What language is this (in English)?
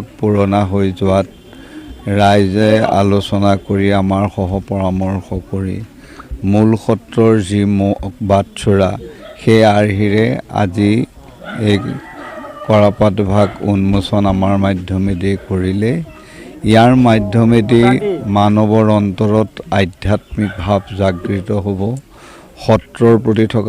Assamese